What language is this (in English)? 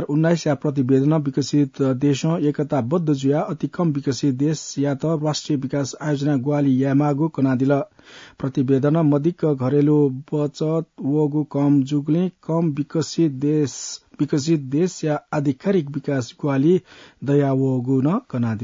Newari